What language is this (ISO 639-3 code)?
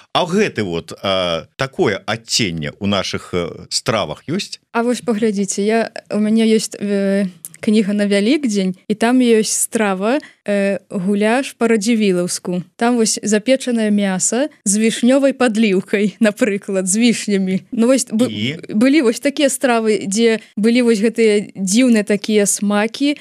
bel